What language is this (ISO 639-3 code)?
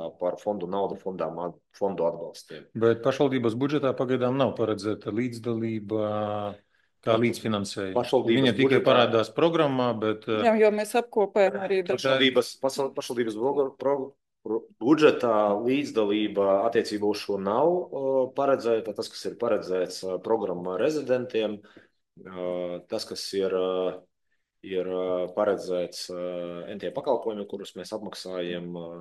lav